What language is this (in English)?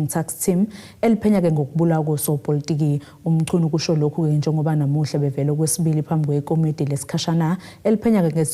Zulu